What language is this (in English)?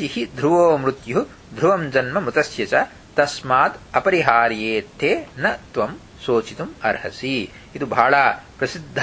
Kannada